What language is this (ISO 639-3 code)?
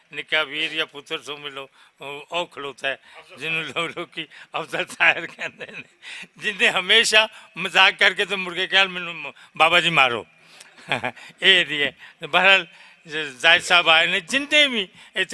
lah